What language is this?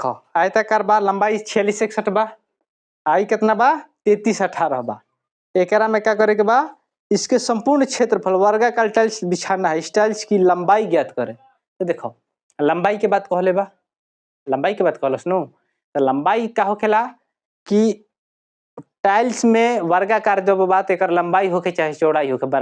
Bhojpuri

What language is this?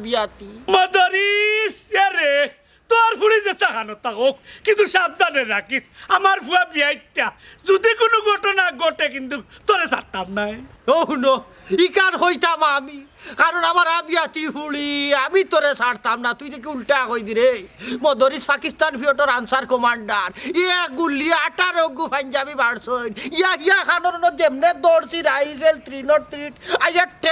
Sylheti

